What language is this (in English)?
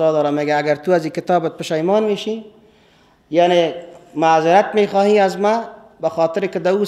Persian